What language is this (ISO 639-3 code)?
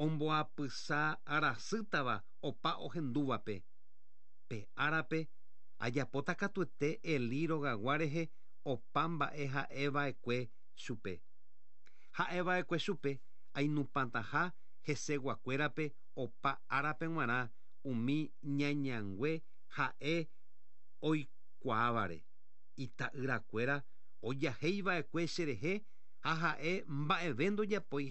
grn